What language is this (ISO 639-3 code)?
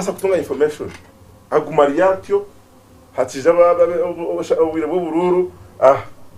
nyn